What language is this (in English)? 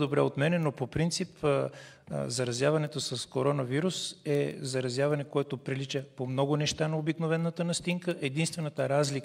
Bulgarian